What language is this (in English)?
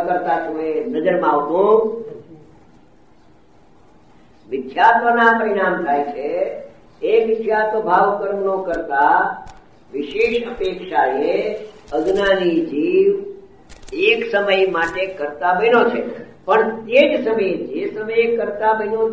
Gujarati